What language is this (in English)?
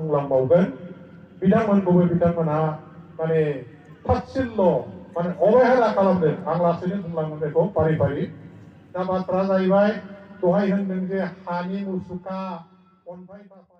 Bodo